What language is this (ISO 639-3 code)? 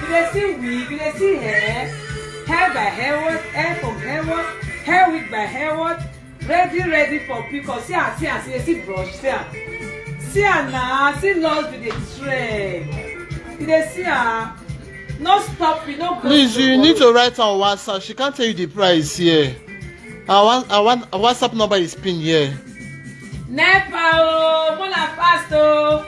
pcm